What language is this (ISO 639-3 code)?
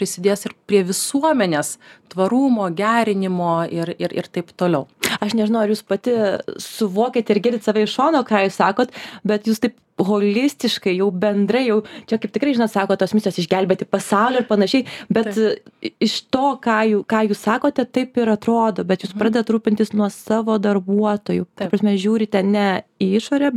lit